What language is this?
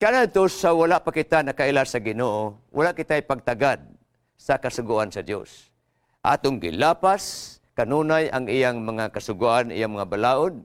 Cebuano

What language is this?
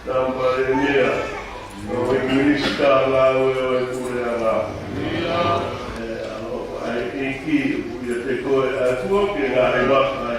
Tongan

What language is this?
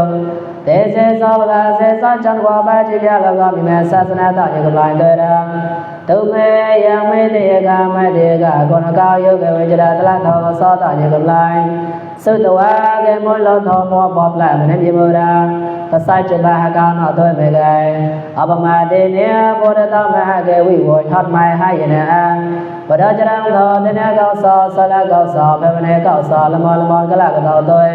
Mon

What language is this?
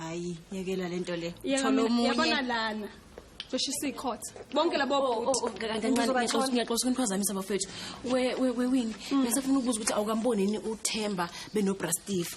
Zulu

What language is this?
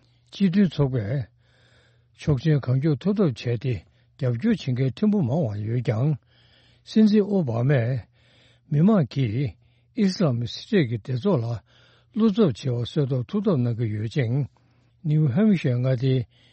Tibetan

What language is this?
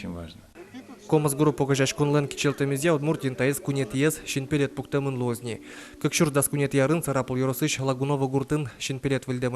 Udmurt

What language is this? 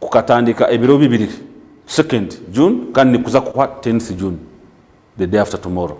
Nyankole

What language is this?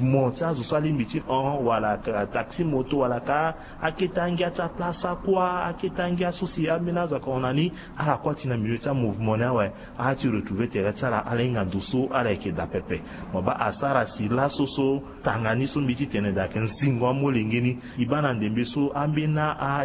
Sango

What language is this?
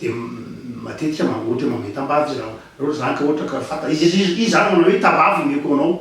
Malagasy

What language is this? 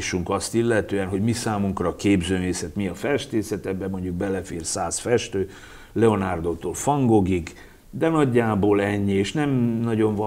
Hungarian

